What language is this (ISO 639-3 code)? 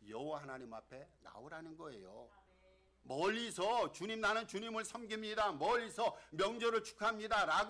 kor